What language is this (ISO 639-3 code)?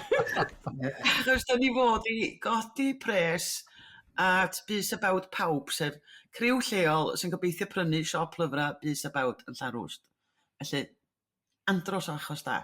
cym